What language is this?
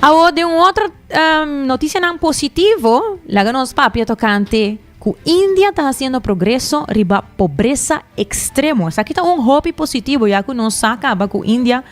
Papiamento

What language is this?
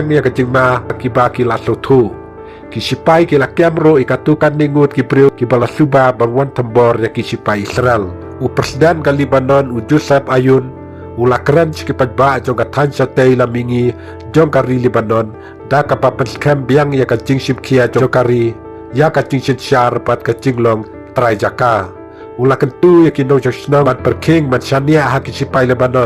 Khasi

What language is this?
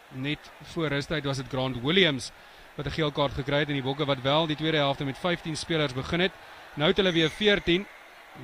Afrikaans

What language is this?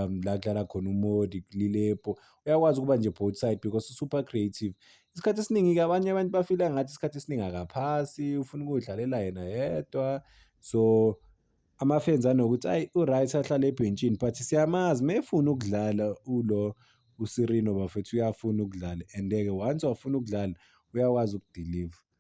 Zulu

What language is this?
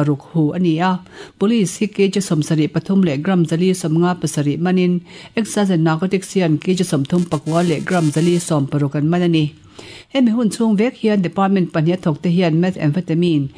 Mizo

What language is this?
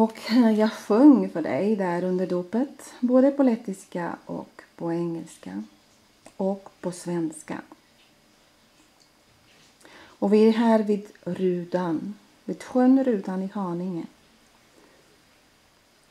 Swedish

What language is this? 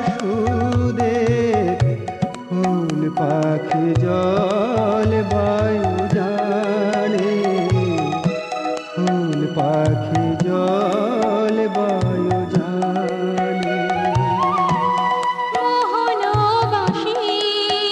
Bangla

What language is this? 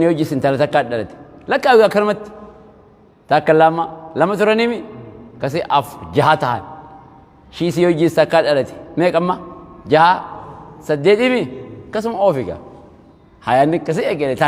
Oromo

